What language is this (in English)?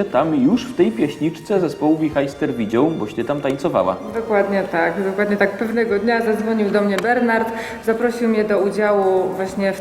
Silesian